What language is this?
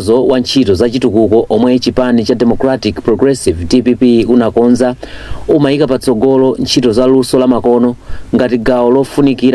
Nyanja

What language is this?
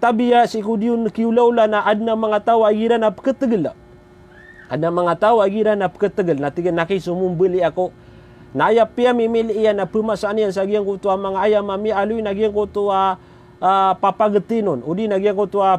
Maranao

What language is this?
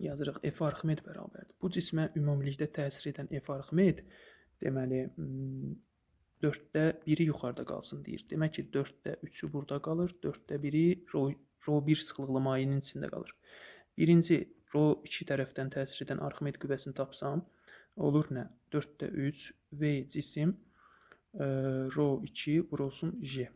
Azerbaijani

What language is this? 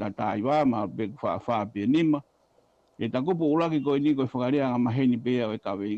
Tongan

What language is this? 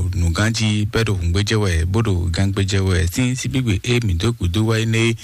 Fon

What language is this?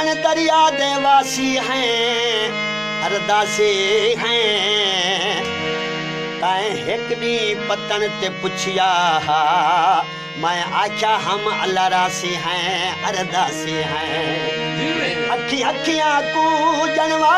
Saraiki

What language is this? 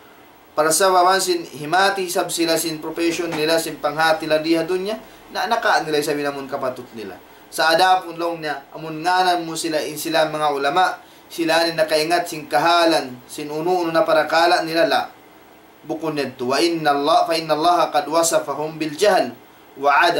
Tausug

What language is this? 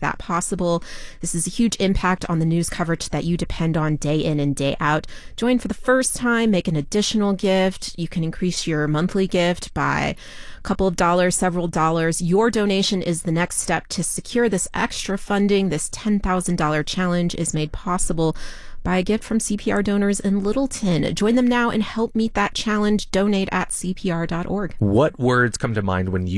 English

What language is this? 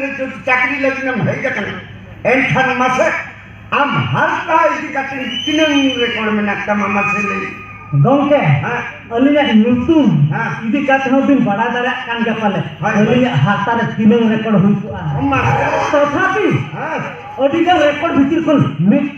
Santali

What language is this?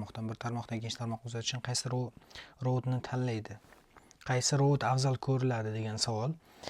Uzbek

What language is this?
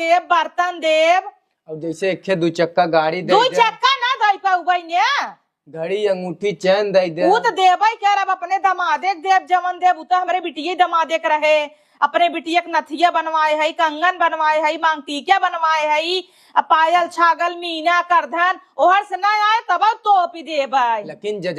Awadhi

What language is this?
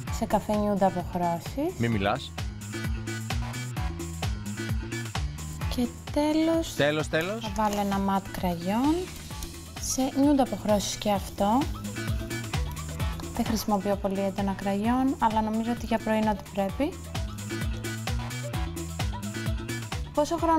Greek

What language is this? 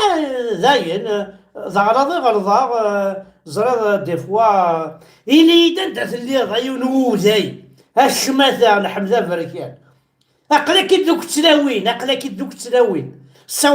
Kabyle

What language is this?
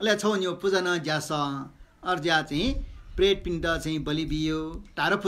Newari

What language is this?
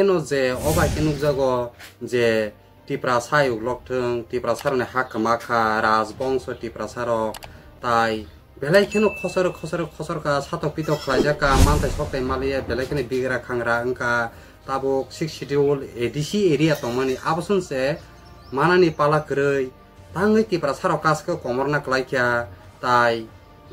Kok Borok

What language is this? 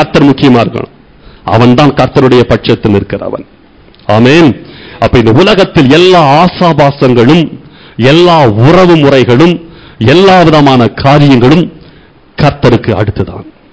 Tamil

